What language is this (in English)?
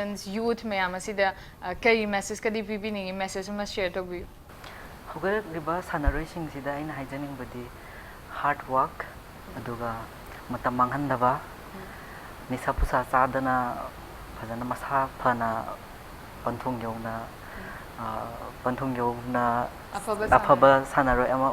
Manipuri